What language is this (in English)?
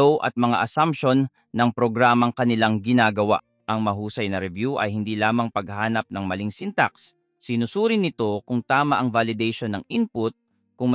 Filipino